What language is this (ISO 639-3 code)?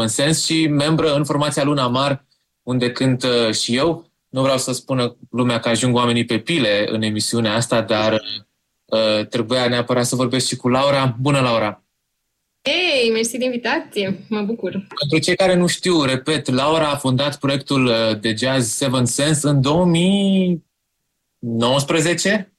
ron